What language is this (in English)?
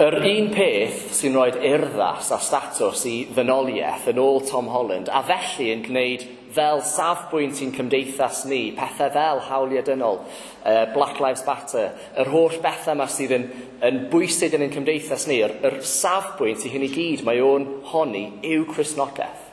Welsh